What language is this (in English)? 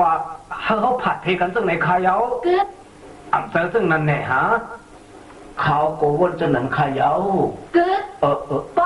Shan